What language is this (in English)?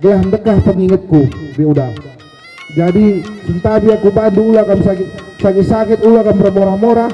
Batak Karo